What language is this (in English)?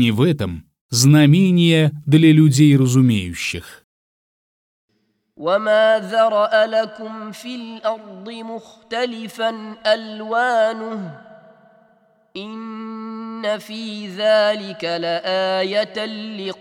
Arabic